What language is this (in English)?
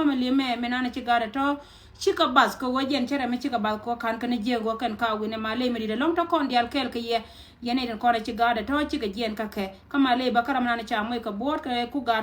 Nuer